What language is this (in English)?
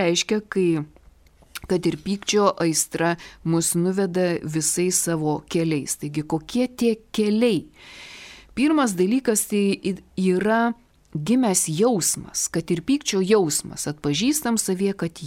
Lithuanian